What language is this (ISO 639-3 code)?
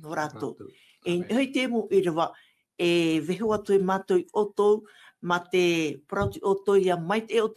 tah